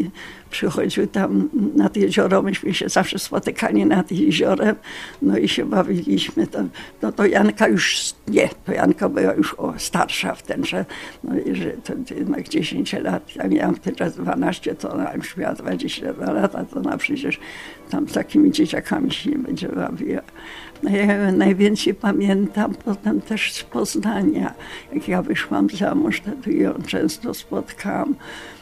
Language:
Polish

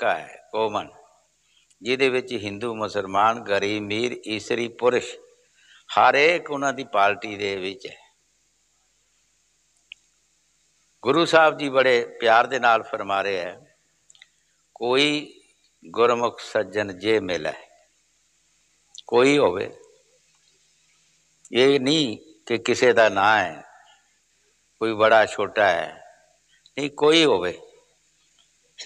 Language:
Punjabi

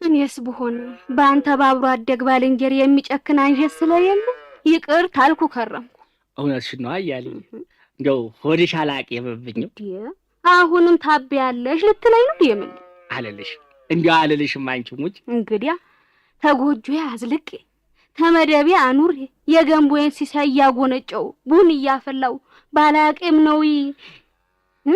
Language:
Amharic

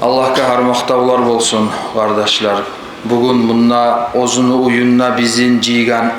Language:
Kumyk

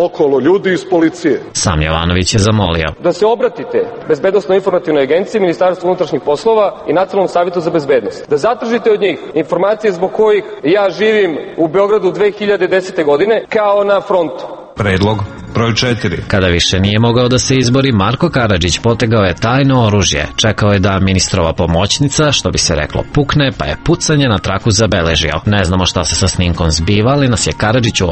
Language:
Serbian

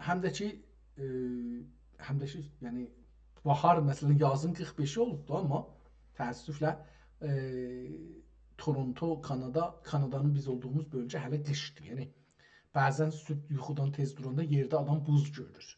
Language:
South Azerbaijani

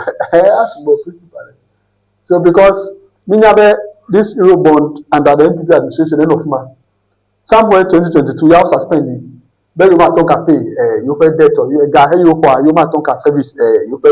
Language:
Ewe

